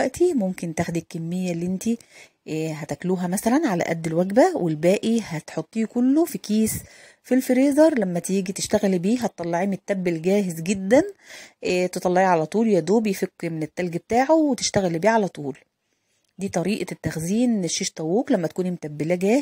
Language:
Egyptian Arabic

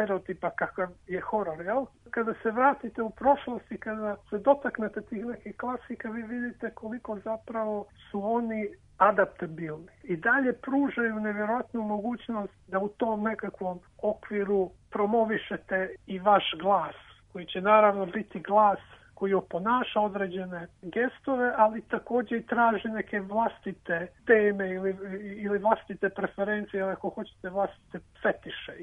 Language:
Serbian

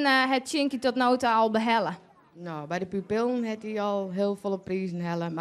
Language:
Western Frisian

